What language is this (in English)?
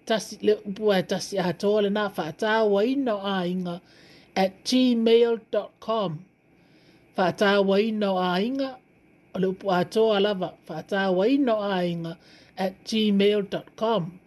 Samoan